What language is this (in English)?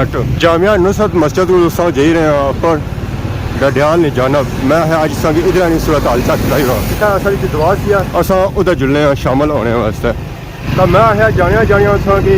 Pahari-Potwari